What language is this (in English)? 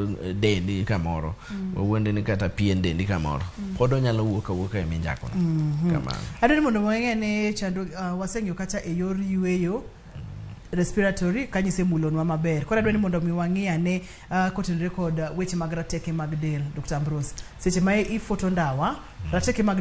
Luo (Kenya and Tanzania)